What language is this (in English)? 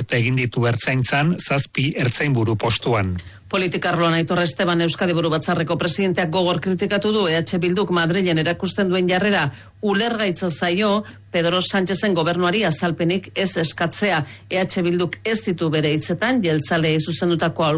Basque